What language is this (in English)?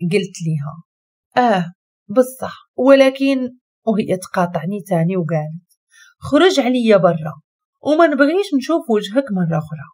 Moroccan Arabic